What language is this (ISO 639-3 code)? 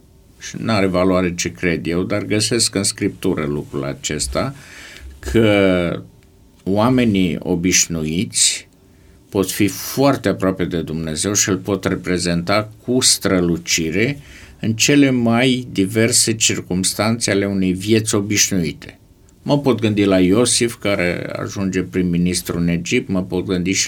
ron